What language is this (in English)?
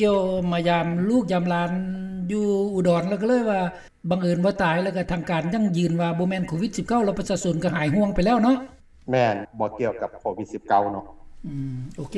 Lao